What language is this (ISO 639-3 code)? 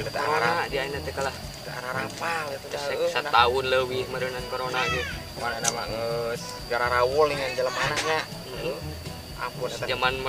sun